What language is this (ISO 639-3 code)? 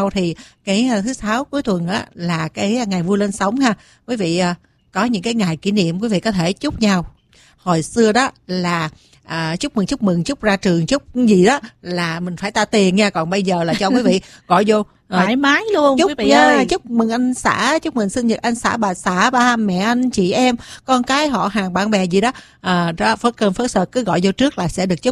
vie